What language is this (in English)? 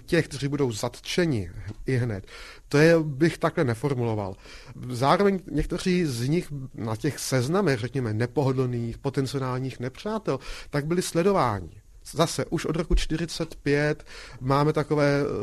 Czech